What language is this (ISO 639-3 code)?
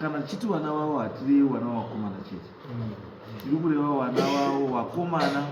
sna